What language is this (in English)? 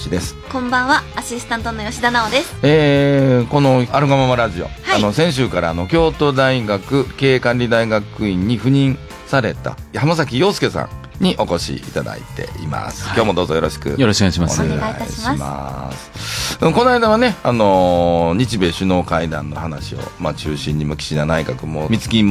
Japanese